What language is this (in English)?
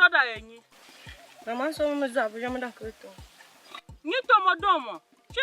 Tiv